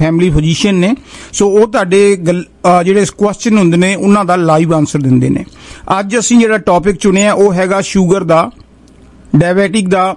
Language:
Punjabi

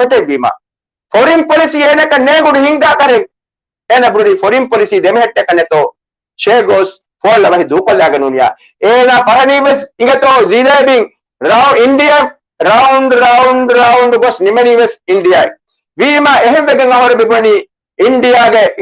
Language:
Divehi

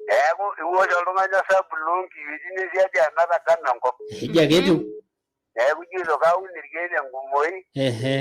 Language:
Masai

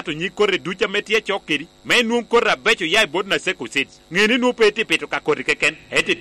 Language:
Lango (Uganda)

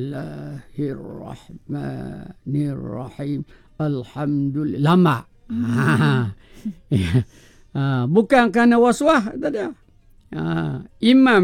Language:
Malay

